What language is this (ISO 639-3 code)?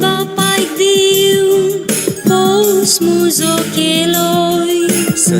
kok